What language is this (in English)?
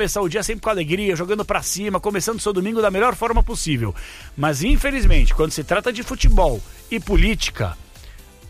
Portuguese